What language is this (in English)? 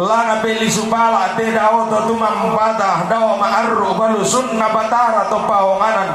Toraja-Sa'dan